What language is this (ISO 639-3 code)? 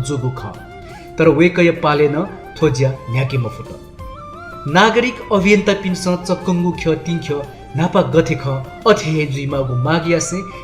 new